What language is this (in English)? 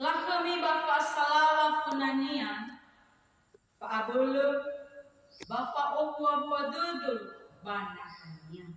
Nias